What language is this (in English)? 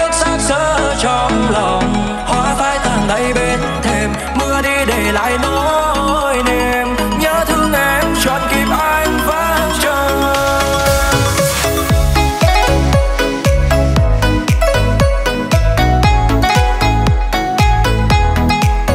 Vietnamese